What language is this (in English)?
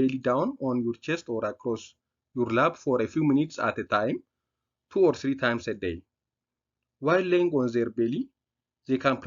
English